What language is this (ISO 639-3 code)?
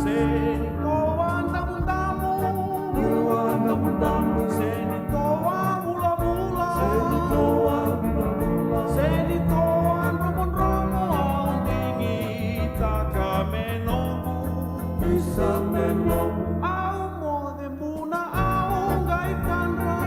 fij